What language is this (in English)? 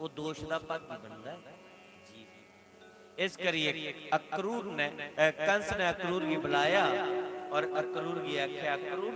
Dogri